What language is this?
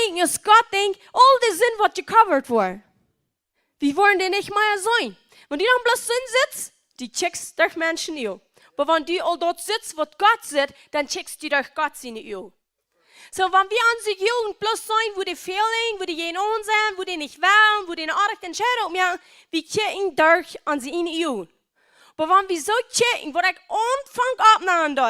Plautdietsch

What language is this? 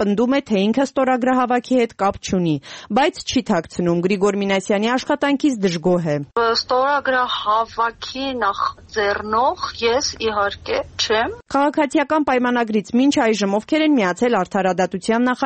Armenian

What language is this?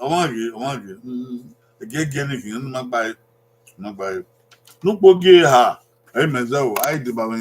Bini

